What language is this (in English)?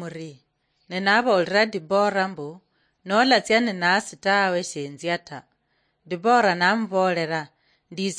Luyia